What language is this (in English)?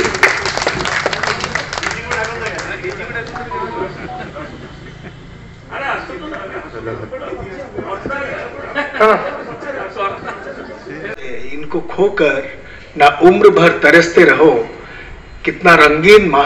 Odia